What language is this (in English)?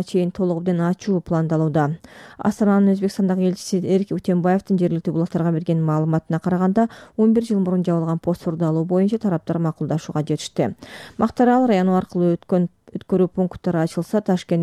Kyrgyz